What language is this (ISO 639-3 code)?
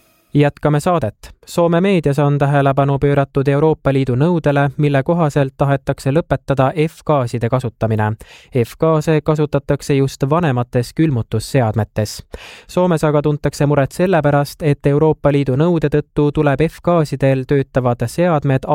est